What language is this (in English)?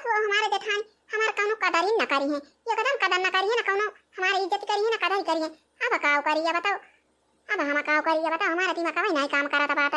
Awadhi